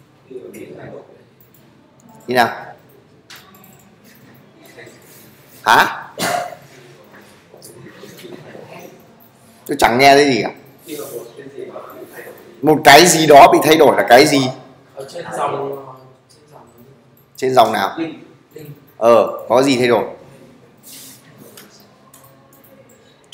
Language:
Vietnamese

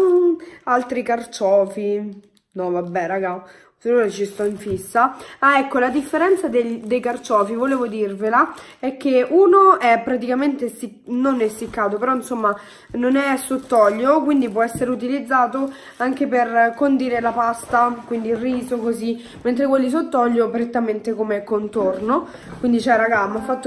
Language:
Italian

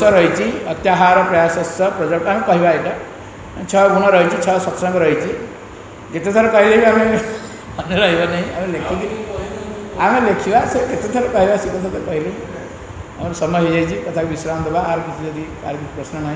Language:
Odia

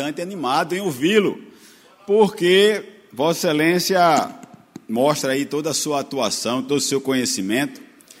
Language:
Portuguese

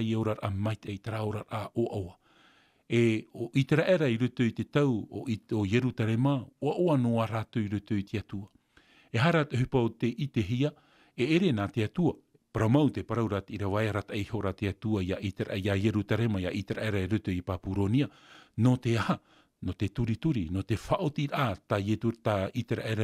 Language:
Tahitian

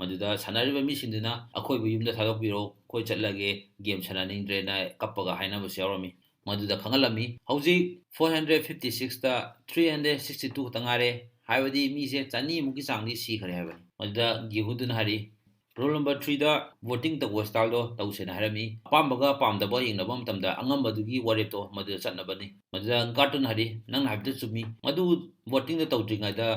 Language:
Manipuri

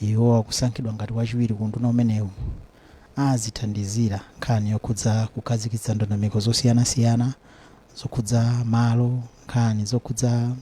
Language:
Nyanja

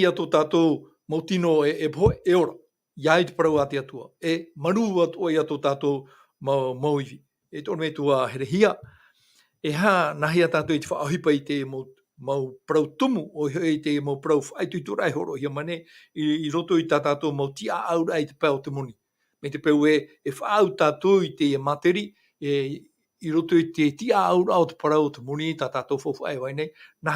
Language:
Tahitian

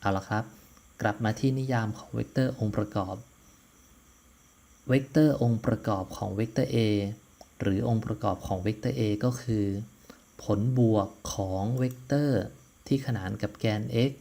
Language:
Lao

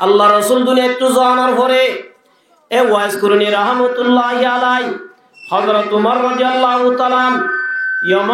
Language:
Rohingya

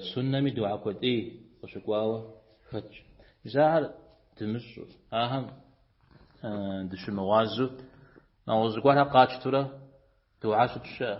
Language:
Kabardian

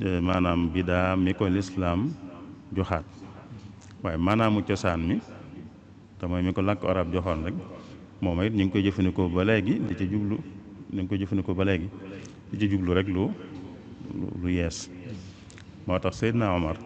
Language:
Wolof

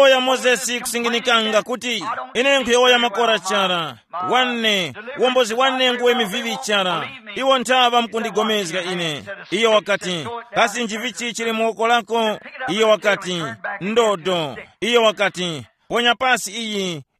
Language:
Tumbuka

